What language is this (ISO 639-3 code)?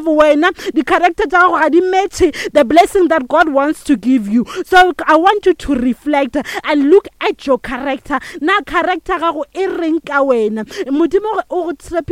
nso